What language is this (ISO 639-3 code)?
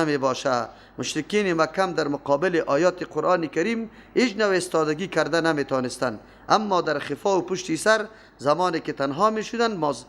fas